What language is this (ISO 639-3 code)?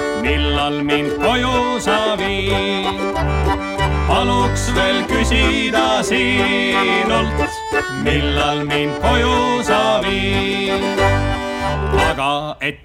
est